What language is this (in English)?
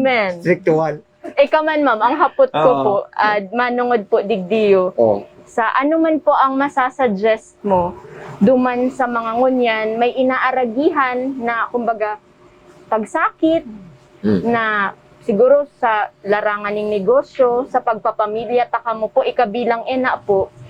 Bikol